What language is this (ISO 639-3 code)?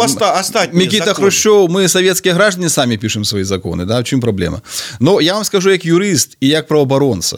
bel